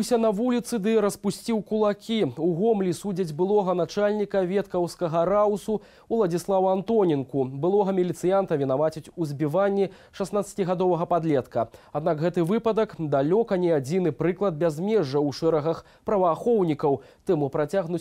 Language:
Belarusian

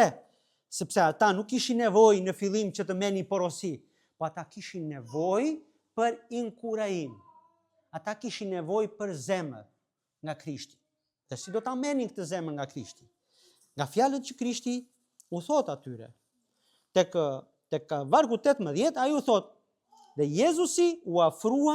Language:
Albanian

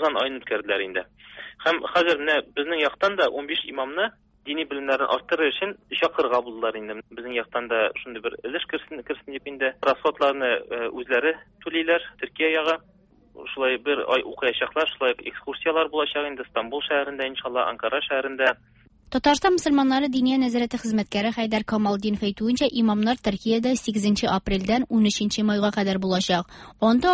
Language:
Tatar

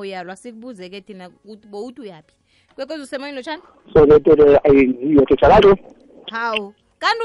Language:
South Ndebele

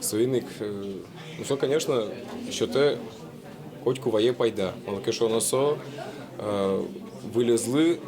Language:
Udmurt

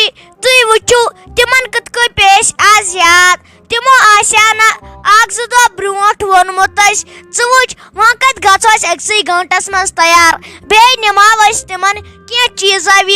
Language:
Kashmiri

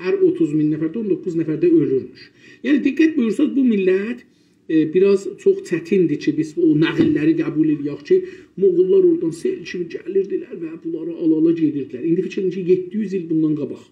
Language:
South Azerbaijani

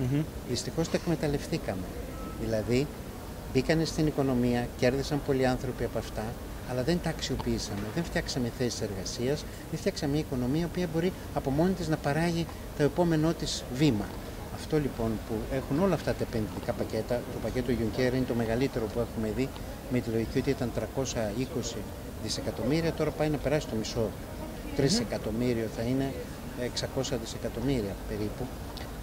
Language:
Greek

